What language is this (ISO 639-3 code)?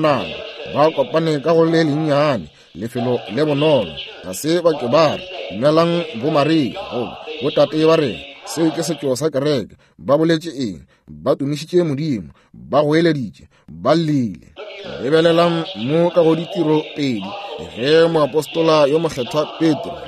nso